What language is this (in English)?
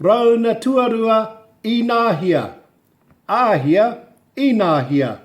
Māori